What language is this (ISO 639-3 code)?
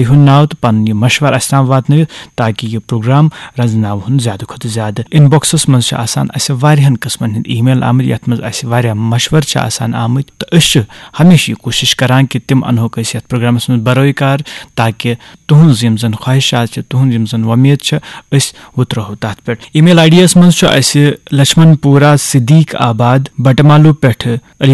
kas